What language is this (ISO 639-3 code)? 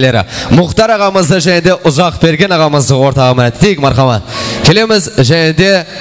kaa